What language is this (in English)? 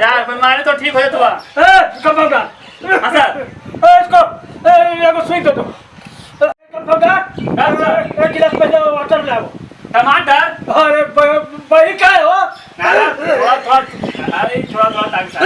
Magahi